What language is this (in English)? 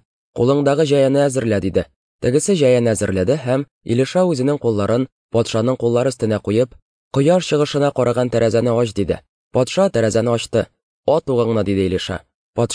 Tatar